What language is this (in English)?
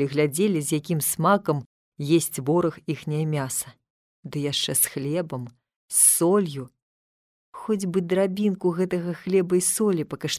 Belarusian